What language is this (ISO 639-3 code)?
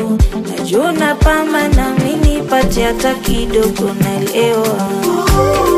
swa